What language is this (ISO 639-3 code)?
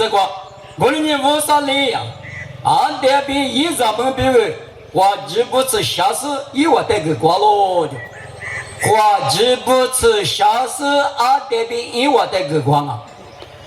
lis